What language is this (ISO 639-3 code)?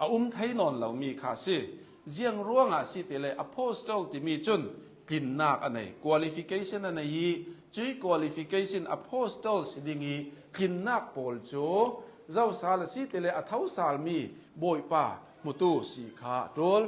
cnh